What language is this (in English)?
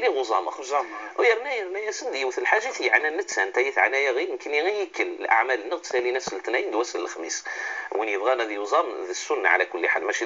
Moroccan Arabic